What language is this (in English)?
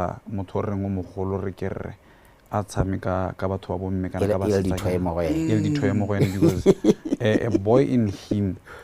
Tswana